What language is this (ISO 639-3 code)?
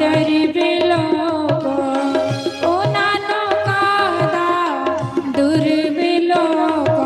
doi